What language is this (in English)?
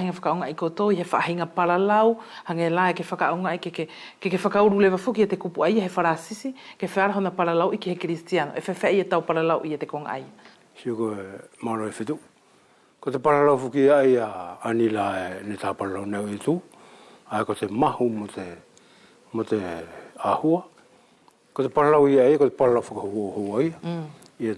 Wallisian